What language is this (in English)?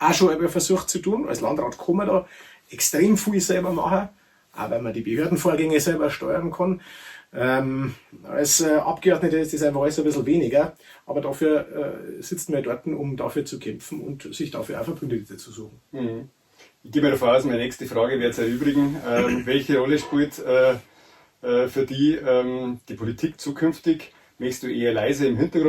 Bavarian